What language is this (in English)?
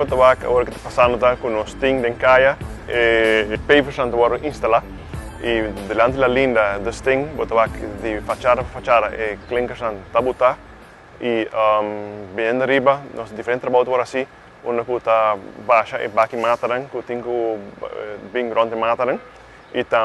Papiamento